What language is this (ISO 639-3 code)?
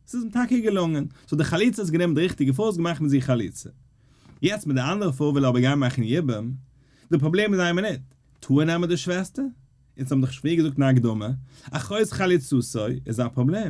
yid